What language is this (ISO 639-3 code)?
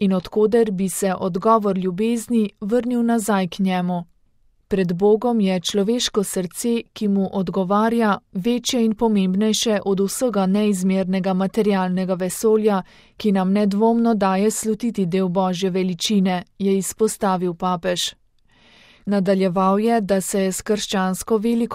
slv